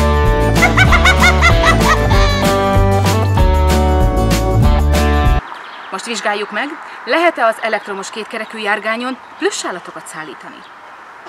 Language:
Hungarian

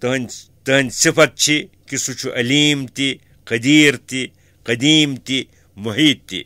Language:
Kashmiri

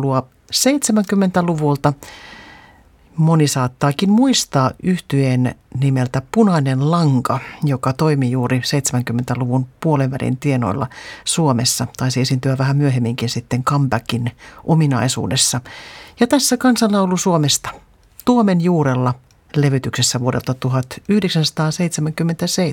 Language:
Finnish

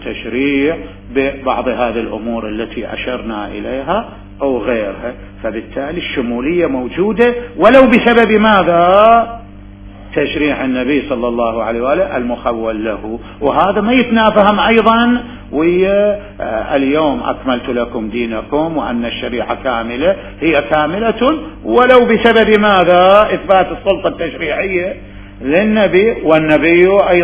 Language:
Mesopotamian Arabic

